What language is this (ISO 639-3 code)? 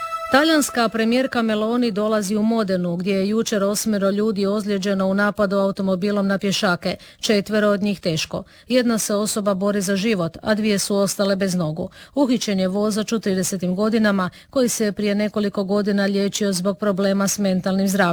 hrv